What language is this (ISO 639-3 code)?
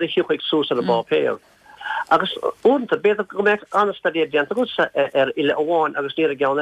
gle